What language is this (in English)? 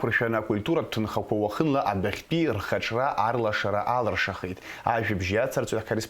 Abkhazian